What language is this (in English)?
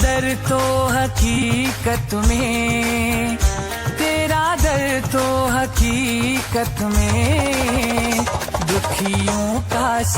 Chhattisgarhi